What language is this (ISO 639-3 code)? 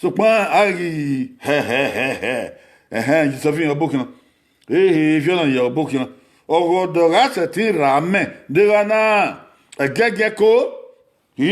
bin